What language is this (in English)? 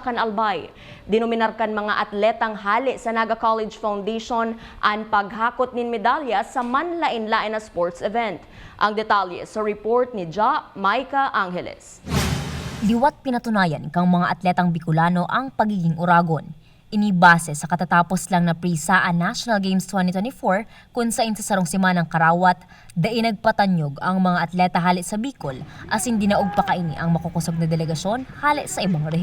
Bikol